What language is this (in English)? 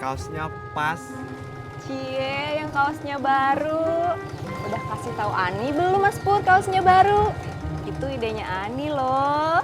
Betawi